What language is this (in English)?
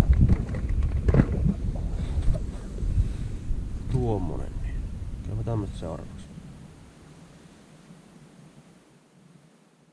Finnish